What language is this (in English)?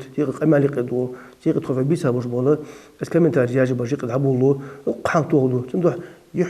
Ingush